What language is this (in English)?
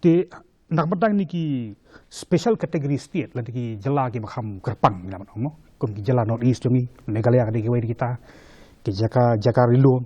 Khasi